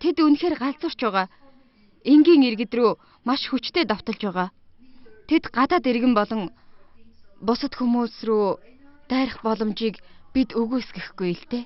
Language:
Mongolian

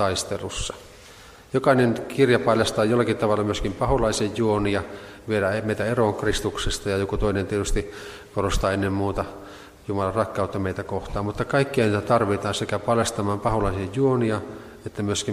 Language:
Finnish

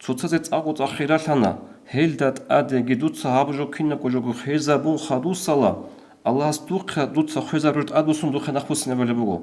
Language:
Avaric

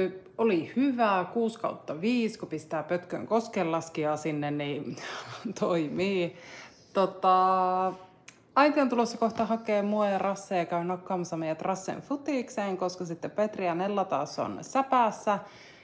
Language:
Finnish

